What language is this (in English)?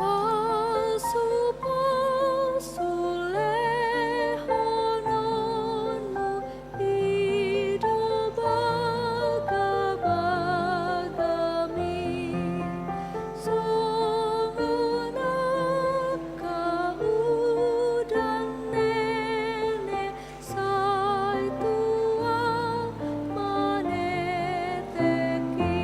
Batak Toba